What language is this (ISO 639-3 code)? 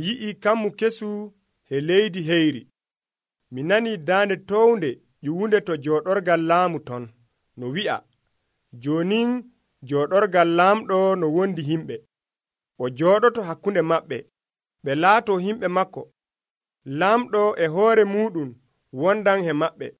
fuv